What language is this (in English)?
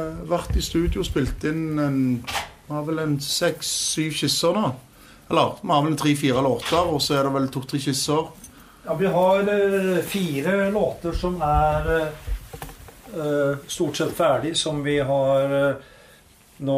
Norwegian